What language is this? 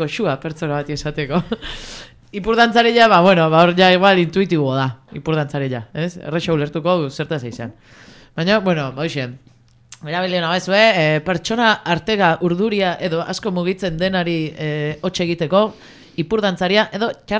Basque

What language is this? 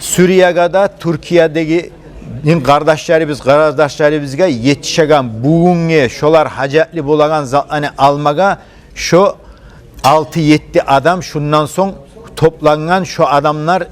Kumyk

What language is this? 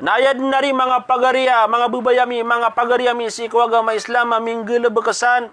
Maranao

